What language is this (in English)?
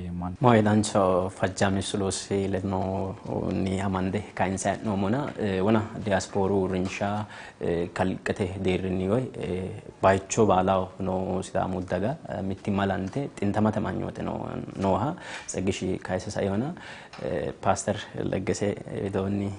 Sidamo